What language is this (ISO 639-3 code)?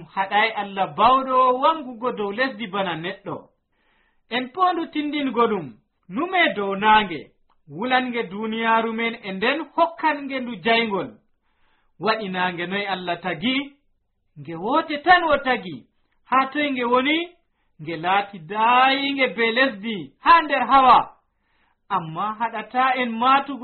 fuv